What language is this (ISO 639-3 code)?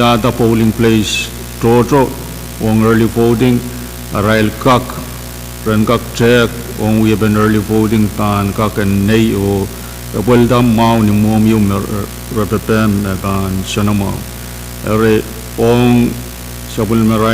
pon